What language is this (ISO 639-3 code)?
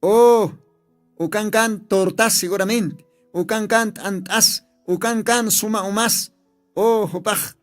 aym